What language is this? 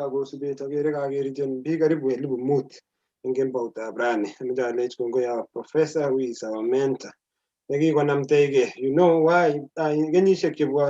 Kalenjin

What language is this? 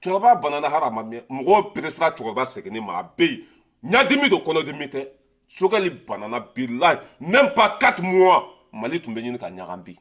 Bambara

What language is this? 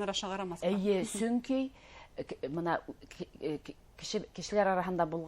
Bashkir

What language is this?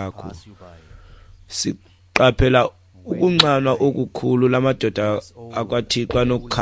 Xhosa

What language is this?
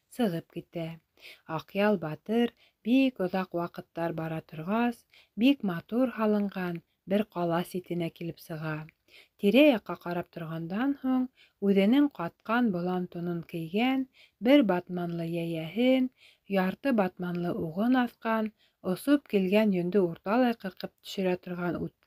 Bashkir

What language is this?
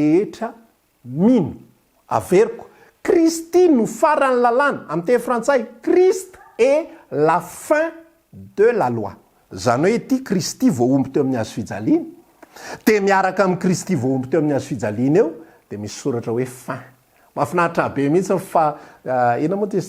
Malagasy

